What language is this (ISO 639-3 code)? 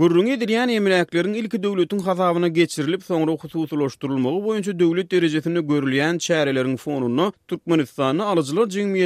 tuk